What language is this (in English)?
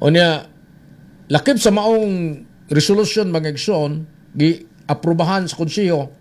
Cebuano